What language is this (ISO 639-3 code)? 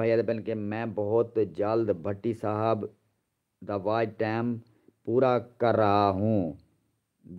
skr